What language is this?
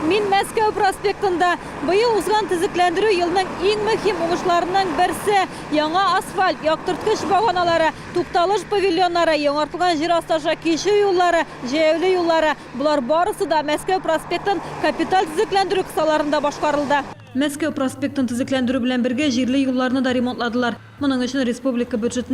Tatar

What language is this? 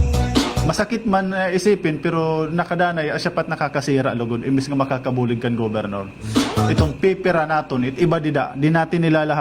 Waray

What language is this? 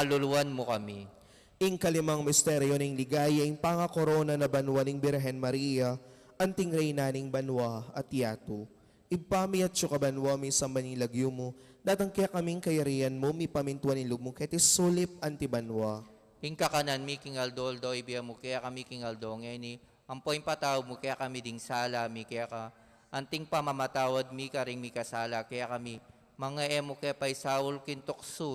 Pampanga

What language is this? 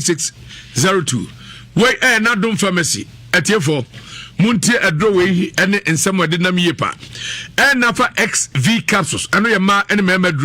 Akan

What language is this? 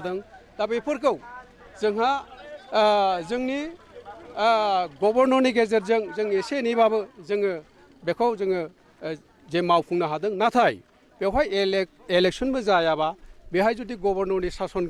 Bodo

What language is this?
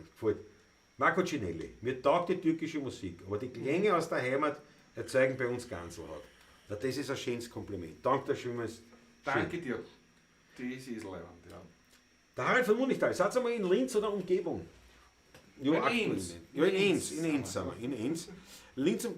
Bavarian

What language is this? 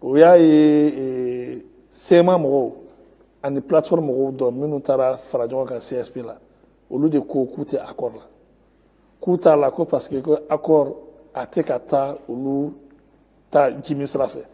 Bambara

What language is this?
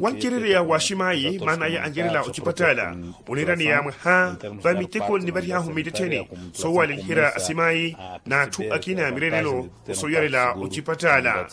Makhuwa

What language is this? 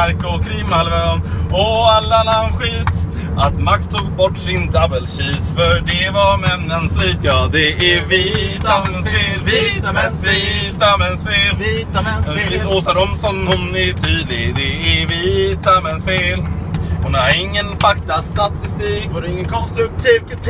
Swedish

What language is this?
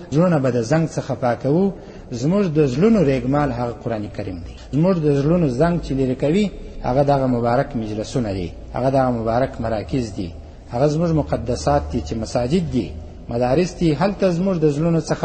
Pashto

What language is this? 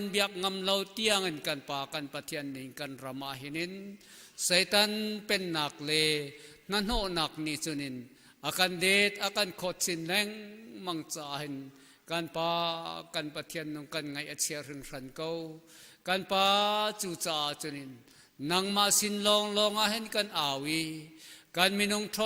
Hakha Chin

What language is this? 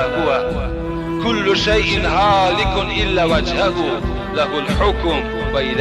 Tajik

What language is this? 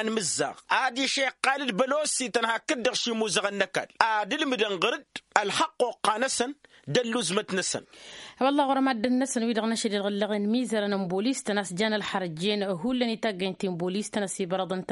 Tamasheq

